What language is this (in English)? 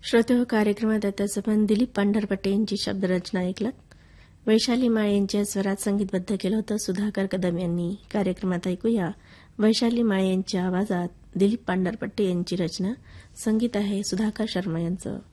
Marathi